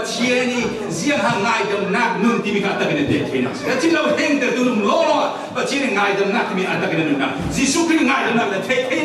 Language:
Falam Chin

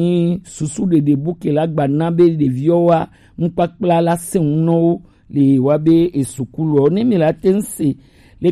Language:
Gen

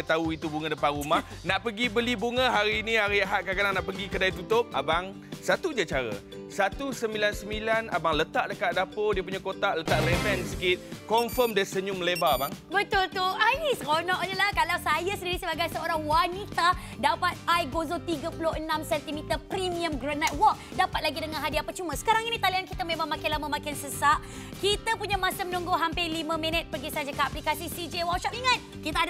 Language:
Malay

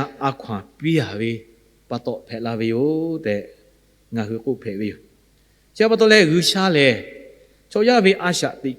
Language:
Lahu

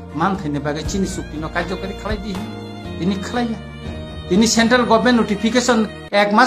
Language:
Kok Borok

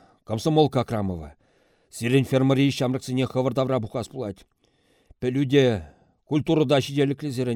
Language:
Chuvash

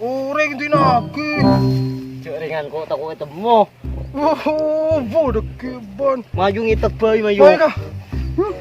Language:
Madurese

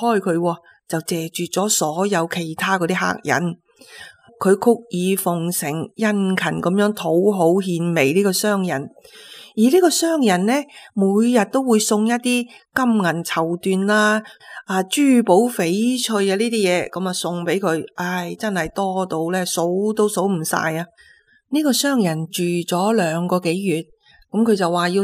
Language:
Cantonese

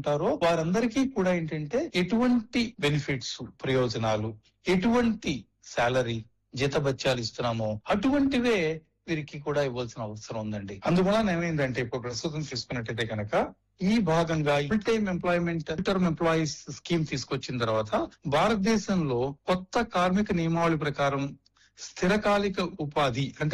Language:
Telugu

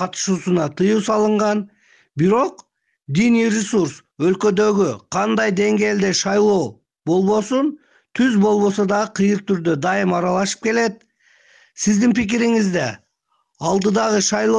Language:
Kyrgyz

